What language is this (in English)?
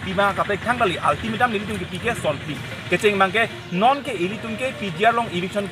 Karbi